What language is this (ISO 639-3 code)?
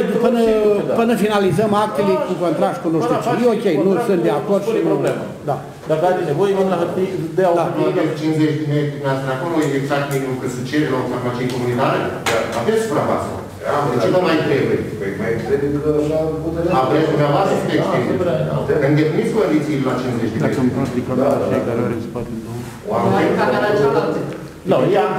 ron